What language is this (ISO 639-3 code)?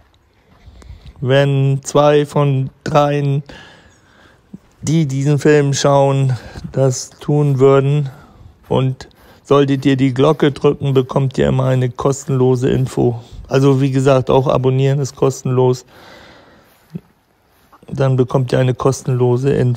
deu